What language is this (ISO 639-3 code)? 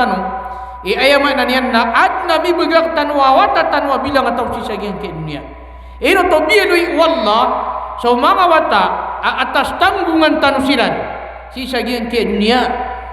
mrw